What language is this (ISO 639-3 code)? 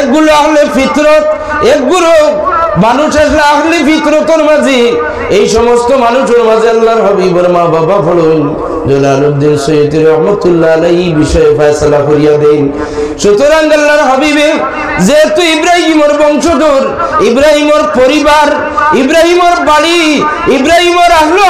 syl